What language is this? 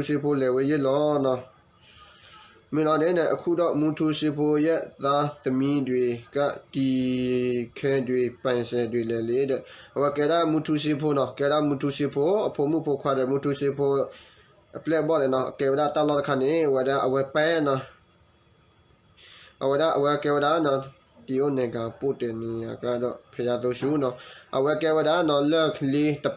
S'gaw Karen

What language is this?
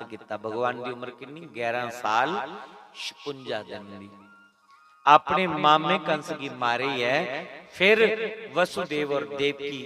Dogri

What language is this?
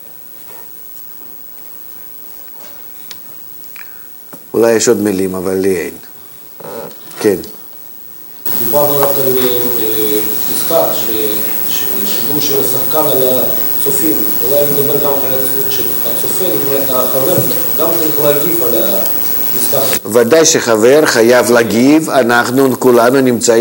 Hebrew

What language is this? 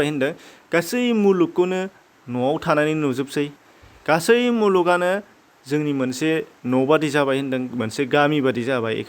Bodo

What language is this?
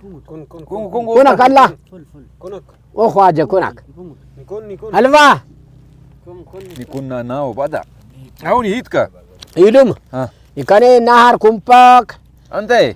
Brahui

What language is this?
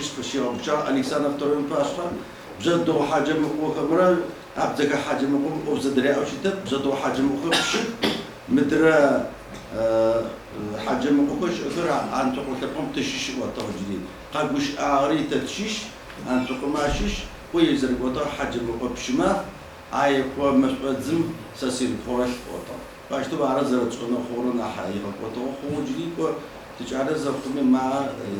Adyghe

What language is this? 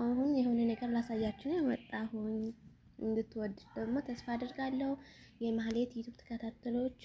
Amharic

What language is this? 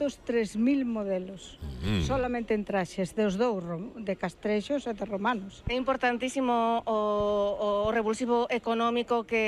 Galician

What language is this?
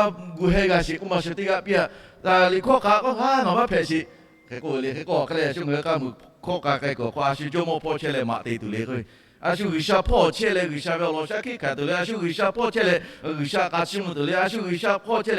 Lahu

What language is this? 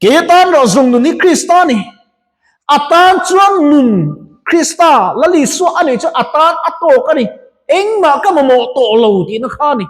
Mizo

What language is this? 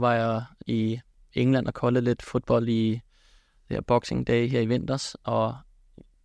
Danish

